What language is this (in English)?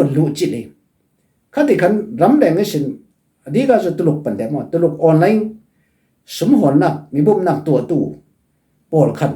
Falam Chin